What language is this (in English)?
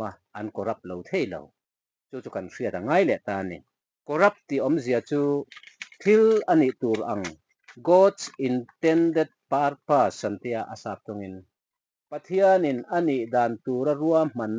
Mizo